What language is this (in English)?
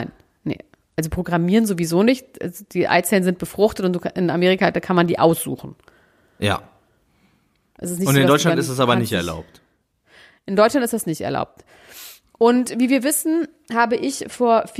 German